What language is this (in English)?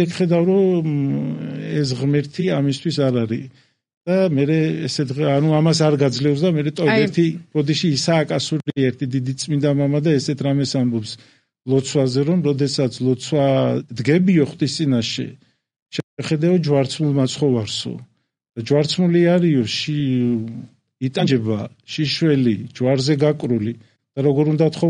Georgian